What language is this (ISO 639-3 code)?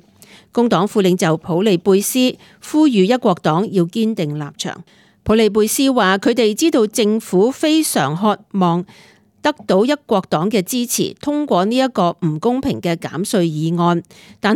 yue